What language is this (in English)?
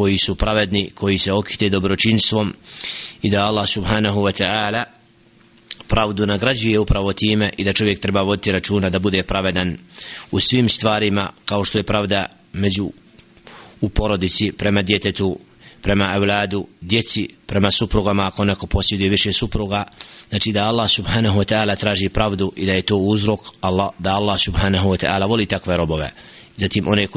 Bosnian